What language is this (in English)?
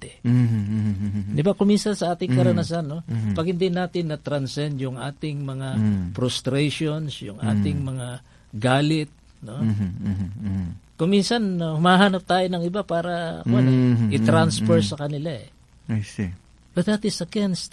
Filipino